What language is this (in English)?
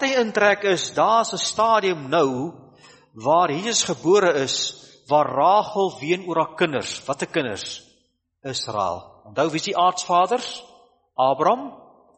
Afrikaans